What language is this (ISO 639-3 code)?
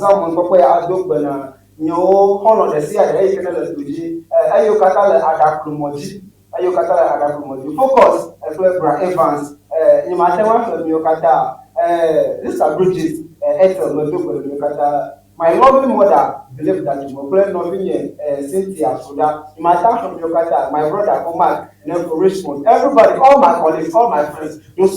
ewe